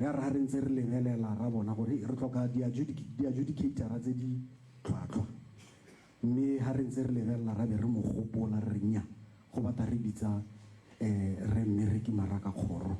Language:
Tswana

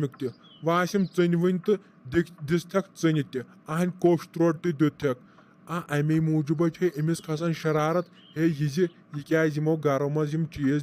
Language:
Kashmiri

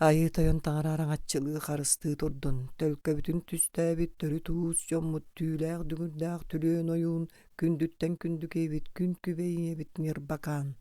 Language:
Yakut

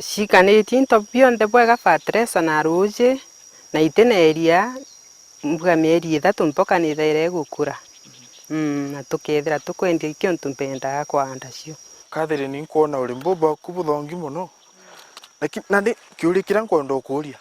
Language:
Meru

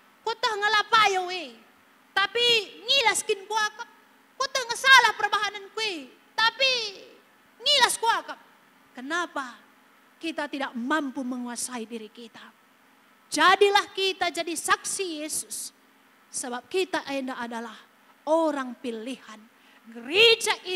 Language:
Batak Karo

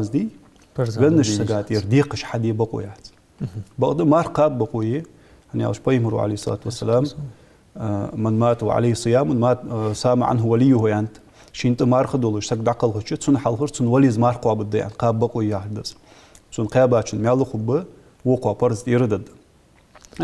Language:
Ingush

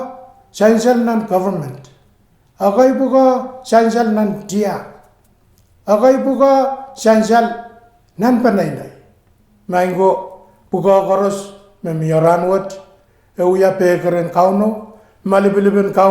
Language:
Pohnpeian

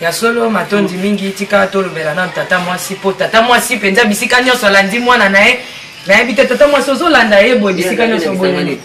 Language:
Lingala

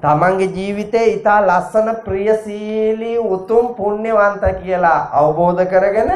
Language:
Sinhala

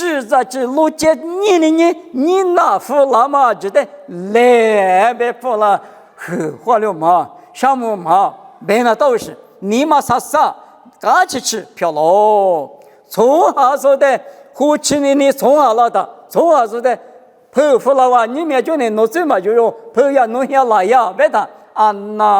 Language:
Lisu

